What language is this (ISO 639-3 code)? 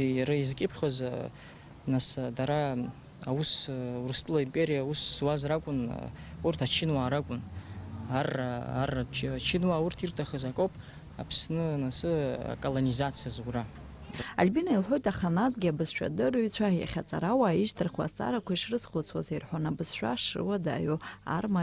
abk